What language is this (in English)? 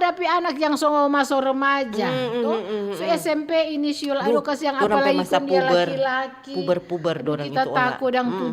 Manado Malay